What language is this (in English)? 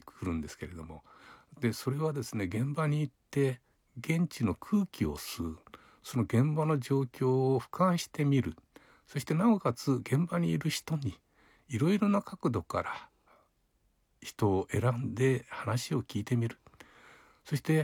Japanese